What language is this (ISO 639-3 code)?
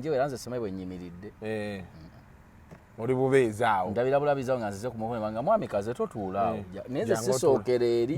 lug